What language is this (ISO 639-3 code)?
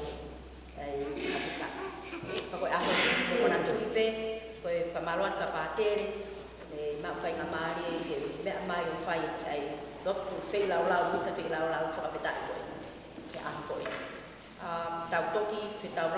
ton